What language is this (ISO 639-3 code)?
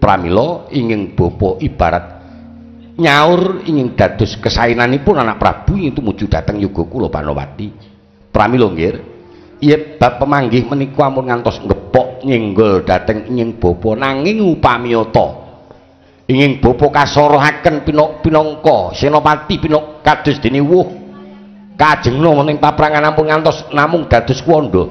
jav